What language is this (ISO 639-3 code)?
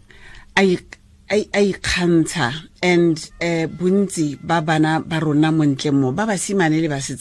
tsn